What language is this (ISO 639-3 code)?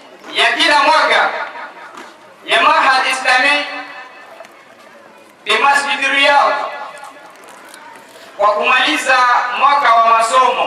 swa